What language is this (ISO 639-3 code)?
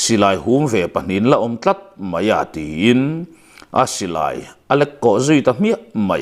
lus